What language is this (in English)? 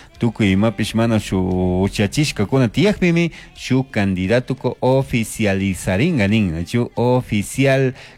Chimborazo Highland Quichua